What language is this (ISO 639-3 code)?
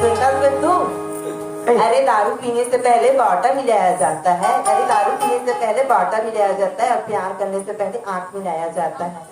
hne